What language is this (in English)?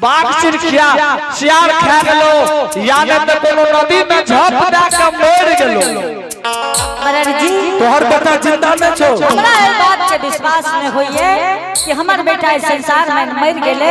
Angika